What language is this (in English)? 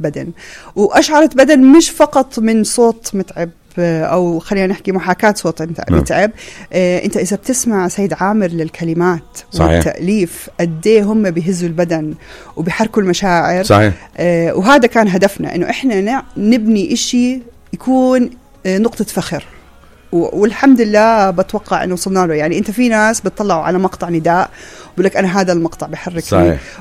North Levantine Arabic